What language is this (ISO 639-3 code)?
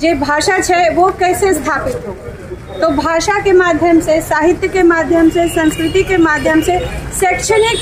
anp